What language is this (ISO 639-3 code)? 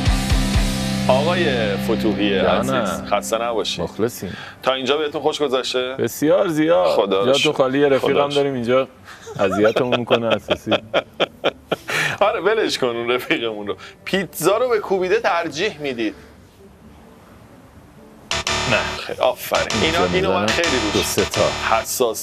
fas